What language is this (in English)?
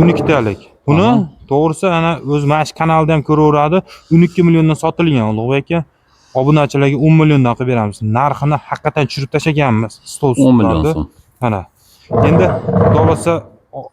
Uzbek